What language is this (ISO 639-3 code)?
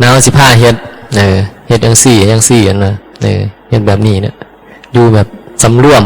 tts